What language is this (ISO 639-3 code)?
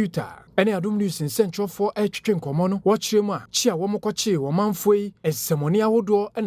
aka